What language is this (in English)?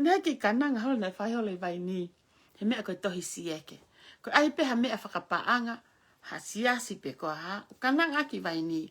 Tongan